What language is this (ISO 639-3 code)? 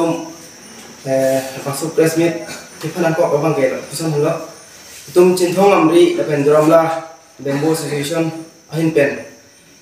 mjw